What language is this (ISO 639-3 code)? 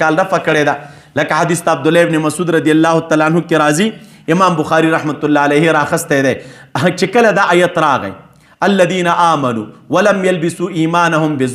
pus